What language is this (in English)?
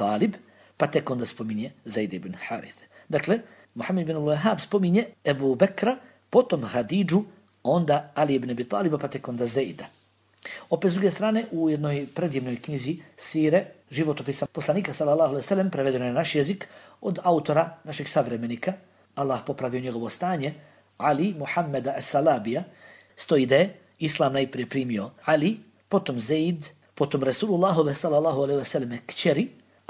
Bosnian